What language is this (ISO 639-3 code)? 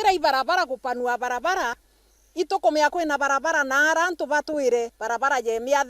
mer